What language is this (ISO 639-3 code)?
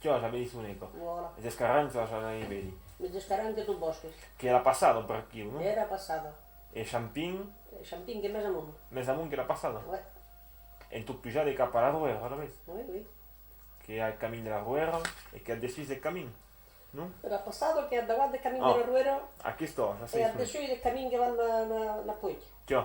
oci